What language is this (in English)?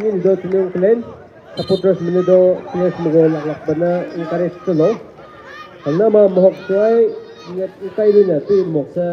Maram Naga